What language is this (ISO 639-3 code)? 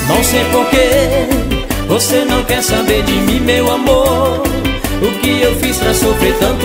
por